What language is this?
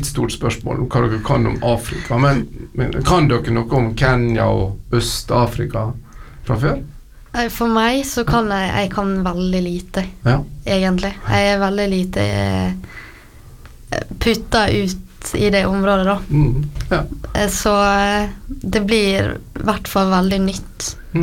Norwegian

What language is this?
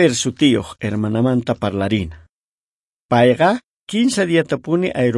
South Bolivian Quechua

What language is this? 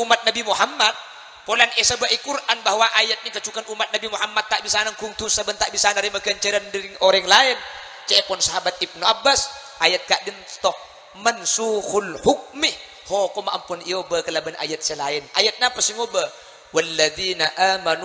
Madurese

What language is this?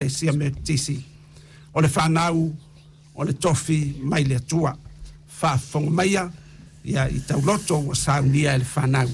Samoan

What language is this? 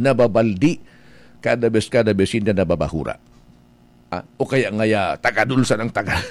Bikol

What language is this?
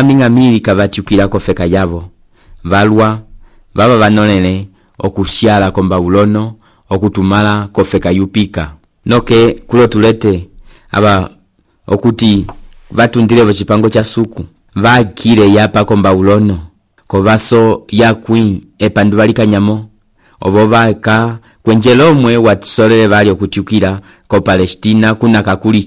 Umbundu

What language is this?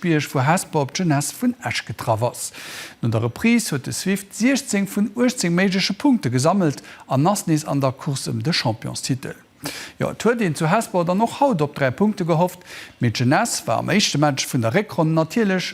Luxembourgish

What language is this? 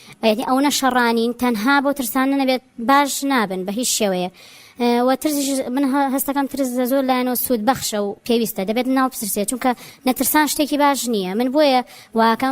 Central Kurdish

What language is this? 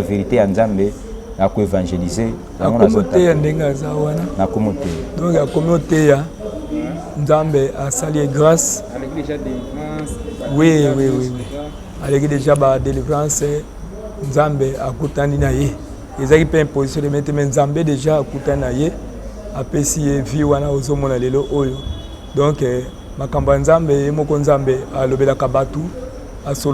Lingala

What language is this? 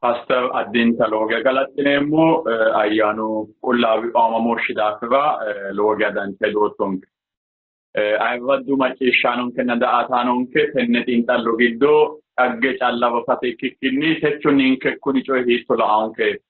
Sidamo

